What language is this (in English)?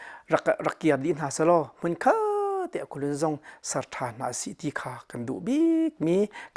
Hakha Chin